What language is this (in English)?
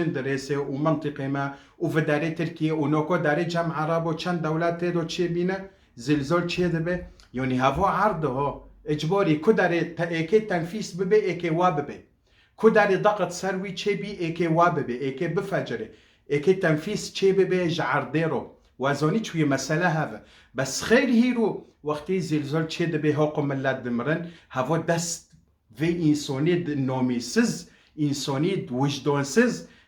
Kurdish